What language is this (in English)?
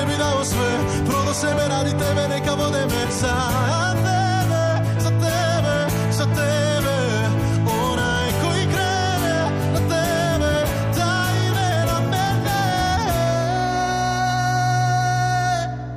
Croatian